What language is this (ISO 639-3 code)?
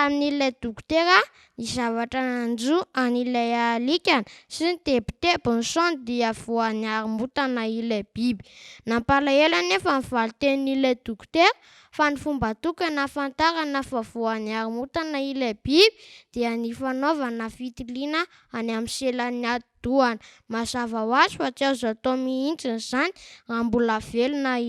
mlg